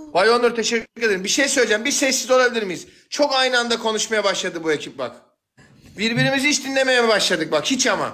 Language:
Turkish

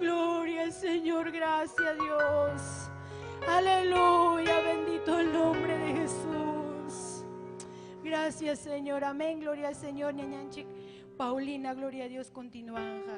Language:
Ayacucho Quechua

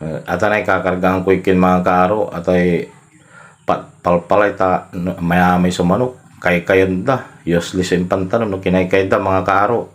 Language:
Pangasinan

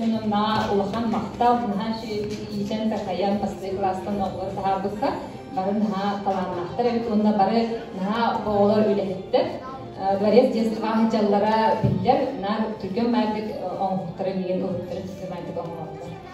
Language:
Yakut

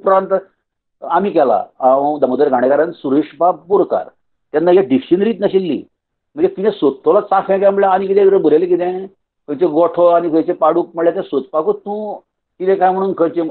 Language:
Konkani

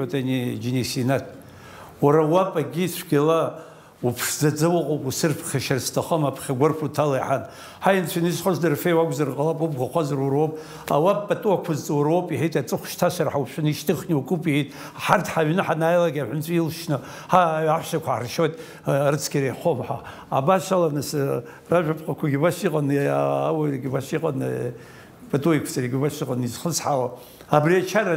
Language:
Abkhazian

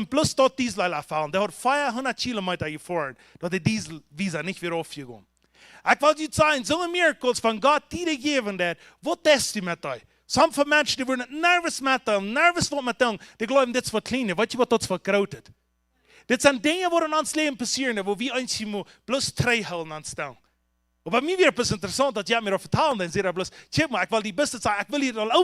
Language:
Plautdietsch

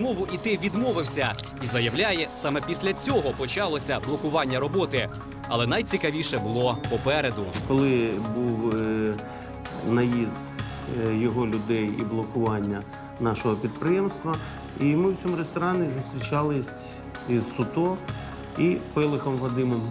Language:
Ukrainian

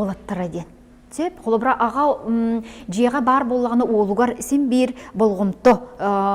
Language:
Yakut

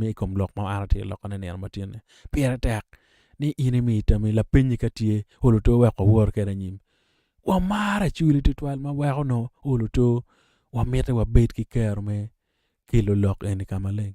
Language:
Acoli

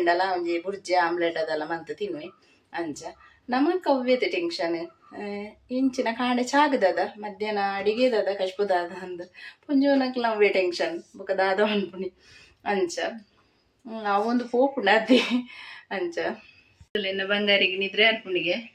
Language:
Tulu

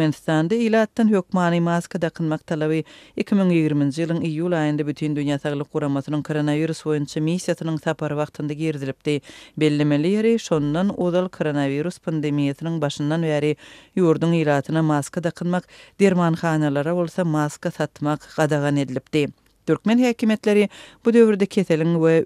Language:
Turkmen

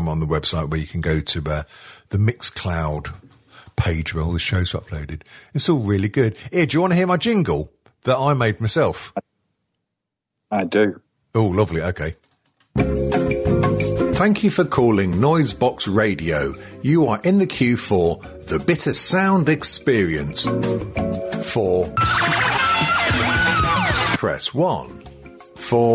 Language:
English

